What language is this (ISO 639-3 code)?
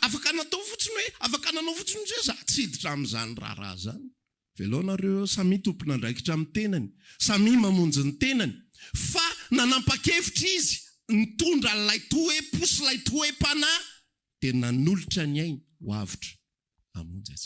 mlg